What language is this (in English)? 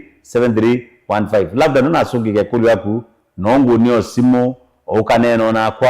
Kamba